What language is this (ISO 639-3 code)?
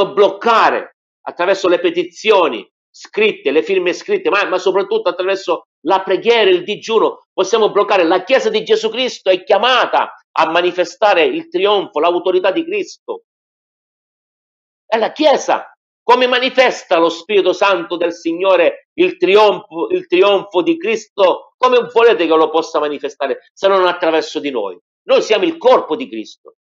ita